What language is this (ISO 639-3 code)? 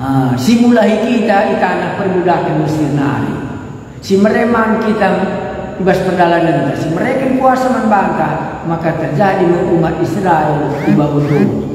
btx